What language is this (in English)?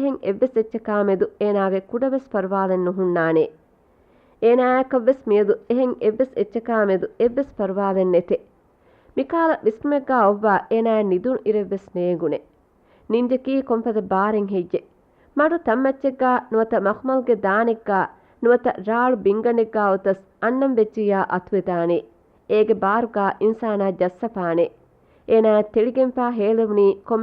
Divehi